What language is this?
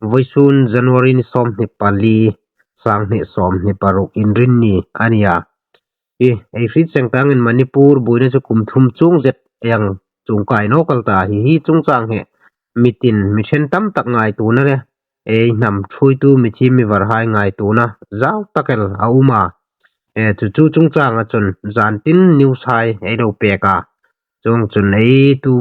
Hmar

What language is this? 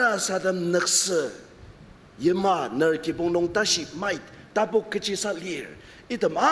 Ao Naga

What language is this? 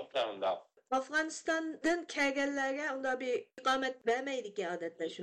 Uyghur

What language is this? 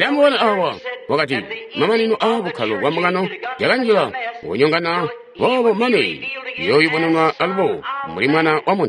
Tonga (Zambia)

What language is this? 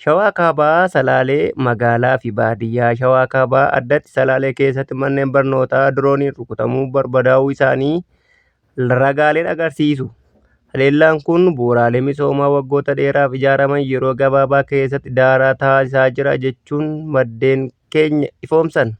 Oromo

